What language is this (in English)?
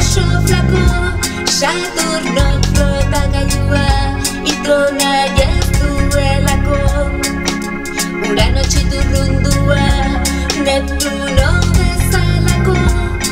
Basque